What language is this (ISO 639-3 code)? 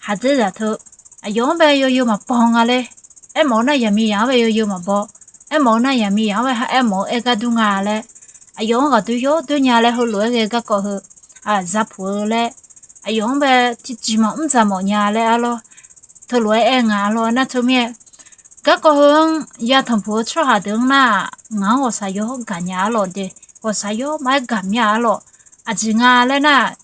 ahk